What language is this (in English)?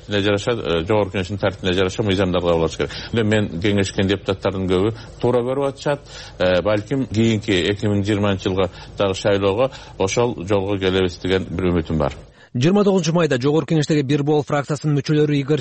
Kyrgyz